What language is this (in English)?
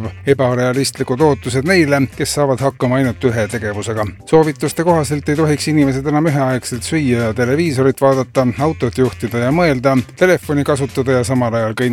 Estonian